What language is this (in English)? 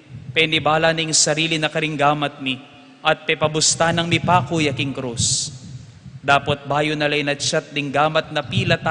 Pampanga